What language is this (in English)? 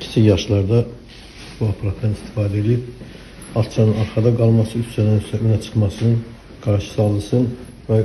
Azerbaijani